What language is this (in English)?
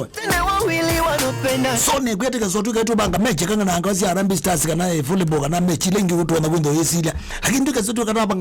Kamba